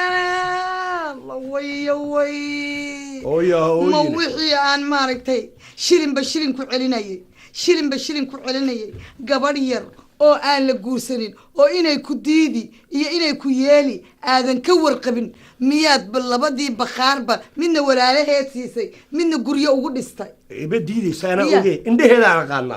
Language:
Somali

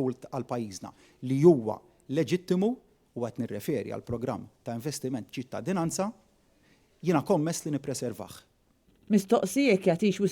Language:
Maltese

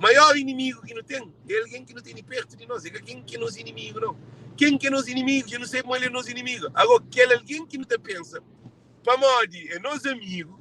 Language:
Kabuverdianu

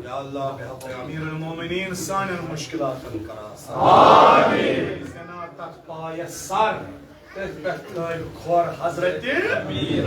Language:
Kashmiri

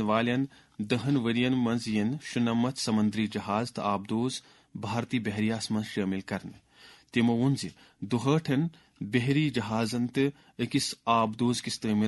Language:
Kashmiri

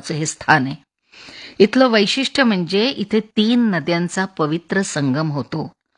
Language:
Marathi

